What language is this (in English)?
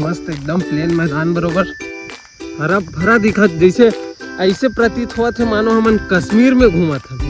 Chhattisgarhi